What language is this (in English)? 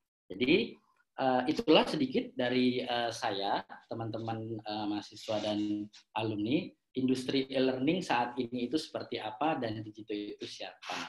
Indonesian